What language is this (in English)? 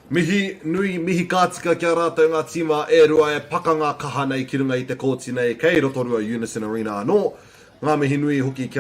Māori